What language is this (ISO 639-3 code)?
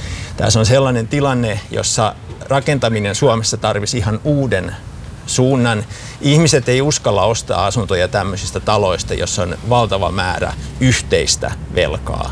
fin